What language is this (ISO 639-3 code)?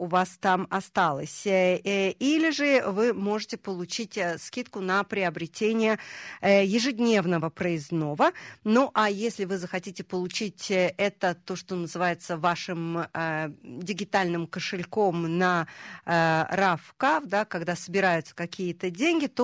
rus